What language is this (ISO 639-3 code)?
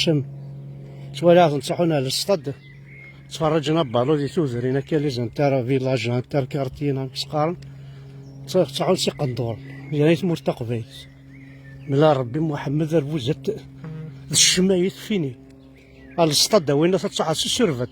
kab